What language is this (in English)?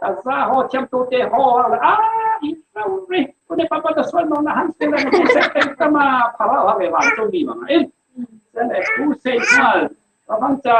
Falam Chin